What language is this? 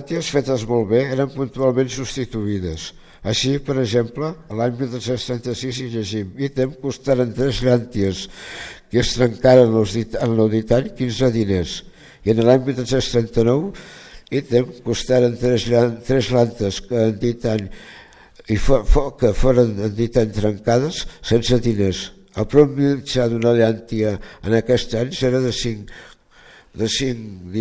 Catalan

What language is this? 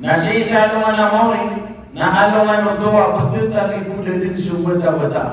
Maranao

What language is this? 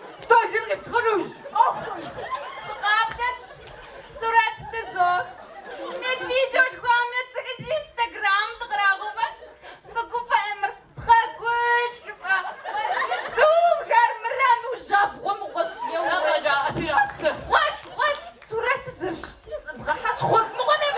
Kabardian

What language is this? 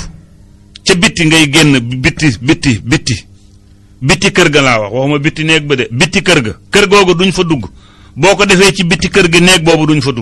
Wolof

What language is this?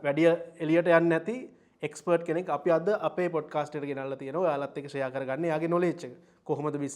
Sinhala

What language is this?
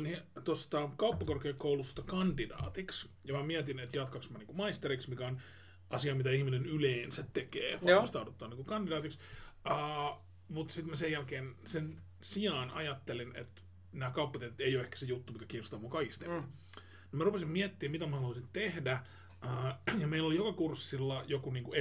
Finnish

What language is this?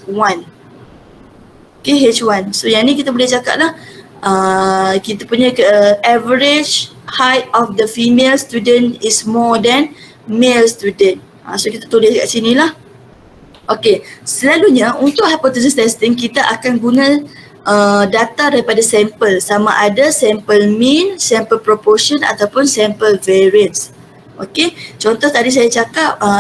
Malay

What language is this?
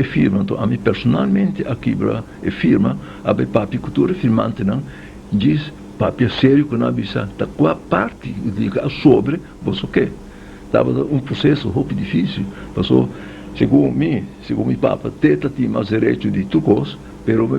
Papiamento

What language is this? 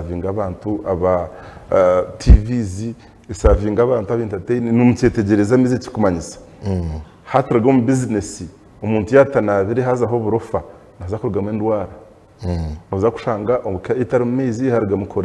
Nyankole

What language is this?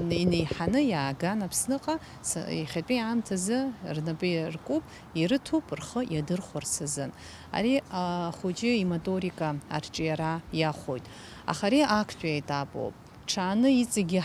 Abkhazian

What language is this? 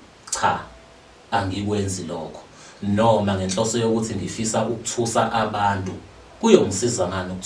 Zulu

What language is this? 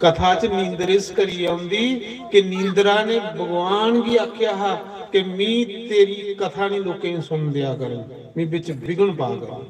Dogri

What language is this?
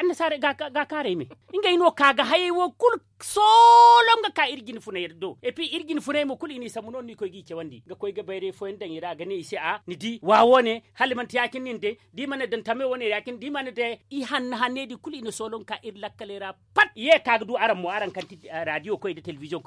Zarma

